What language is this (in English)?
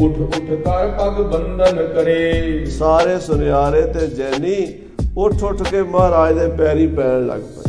Punjabi